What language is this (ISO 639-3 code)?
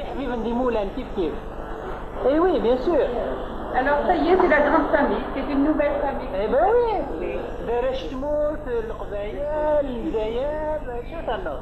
kab